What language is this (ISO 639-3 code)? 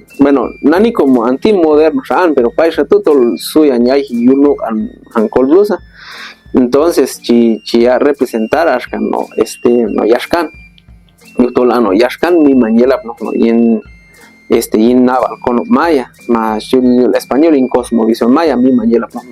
kjb